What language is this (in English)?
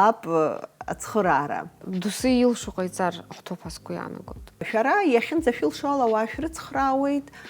Abkhazian